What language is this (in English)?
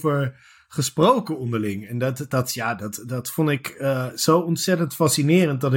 Dutch